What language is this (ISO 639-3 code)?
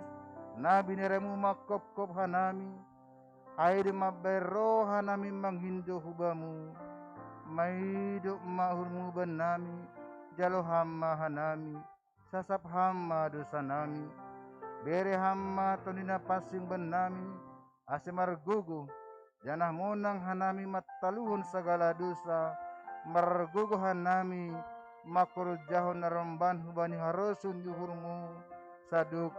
bts